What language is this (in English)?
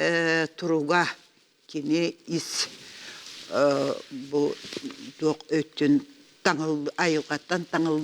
Yakut